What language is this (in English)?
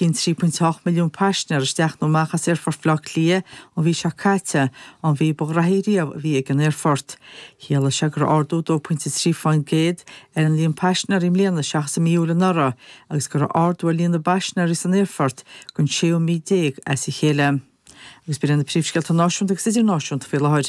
Irish